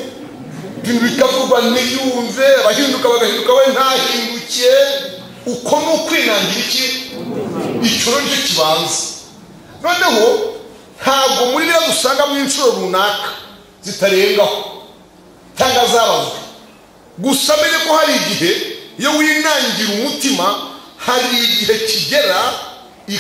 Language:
Kinyarwanda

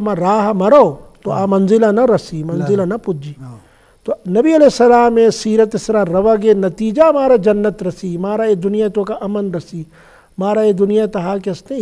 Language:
Eastern Balochi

